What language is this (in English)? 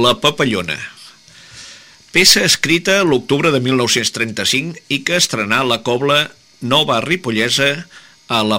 Catalan